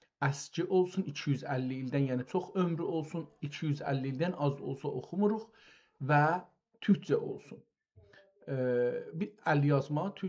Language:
South Azerbaijani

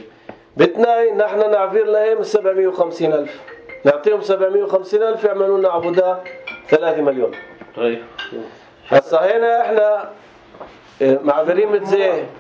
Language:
North Levantine Arabic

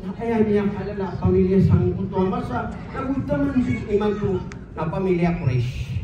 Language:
Maranao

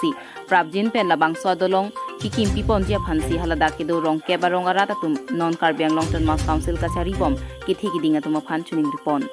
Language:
Karbi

